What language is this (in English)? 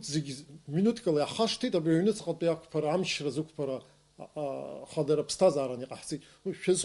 Abkhazian